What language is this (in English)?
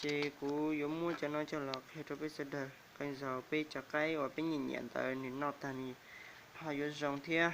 Hmong